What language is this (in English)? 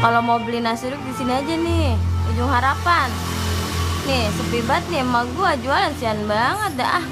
Betawi